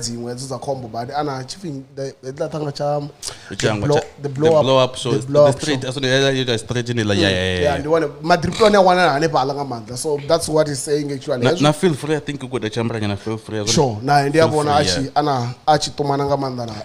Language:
Venda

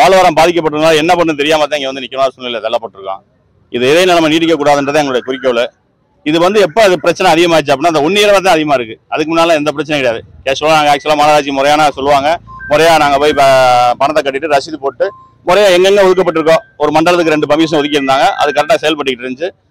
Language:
Tamil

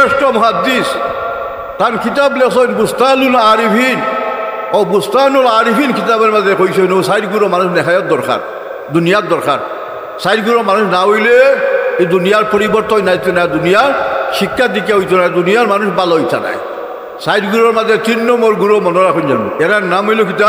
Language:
Sylheti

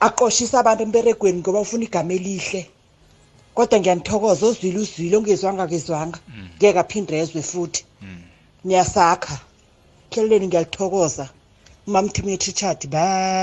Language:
South Ndebele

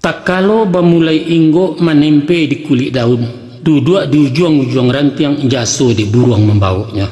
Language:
Minangkabau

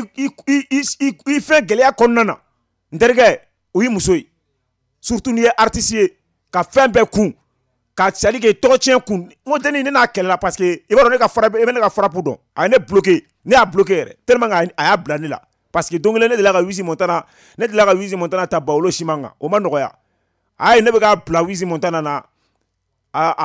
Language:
Bambara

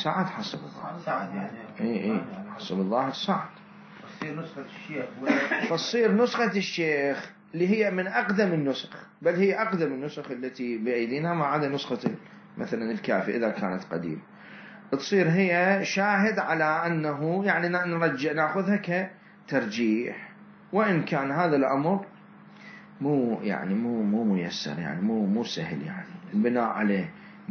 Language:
Mesopotamian Arabic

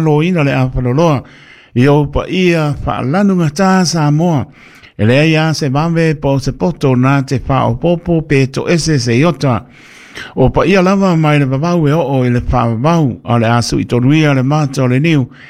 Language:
Samoan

